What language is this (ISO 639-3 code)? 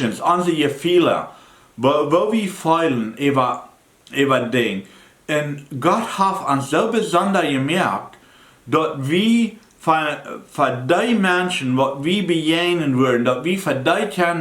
pdt